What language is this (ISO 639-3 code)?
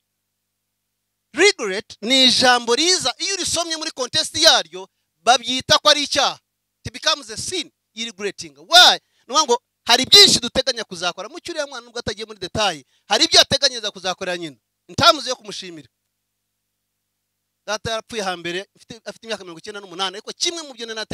kin